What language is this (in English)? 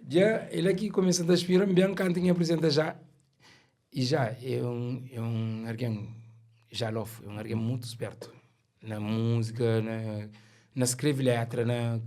Kabuverdianu